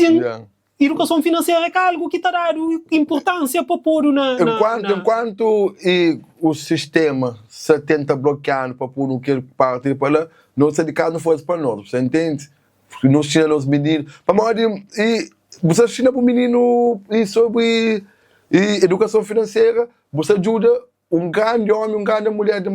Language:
Kabuverdianu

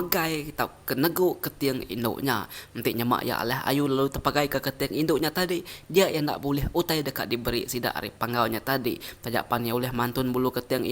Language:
Iban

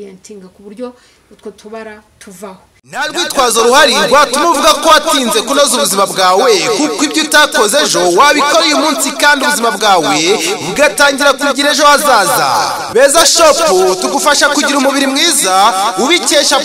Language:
Kinyarwanda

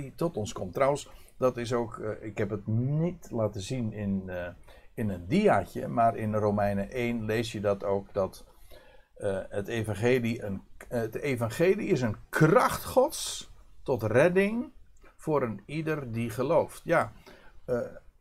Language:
Dutch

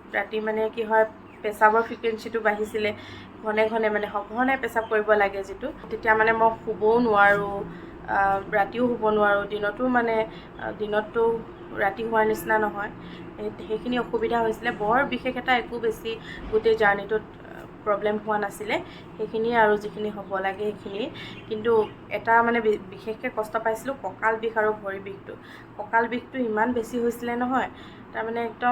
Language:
Assamese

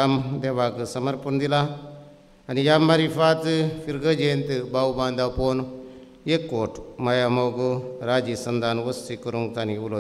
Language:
Konkani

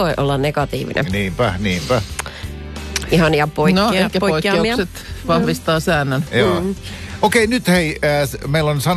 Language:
Finnish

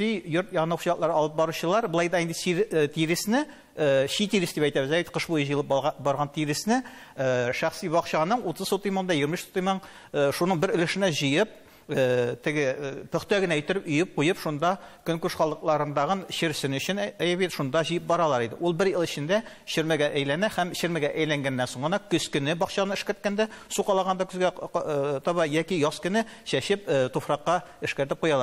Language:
Tatar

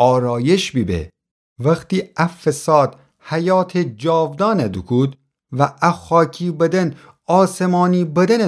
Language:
Gilaki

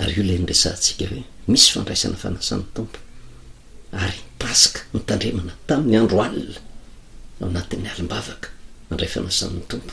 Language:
Malagasy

